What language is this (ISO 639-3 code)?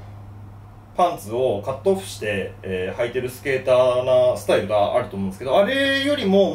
jpn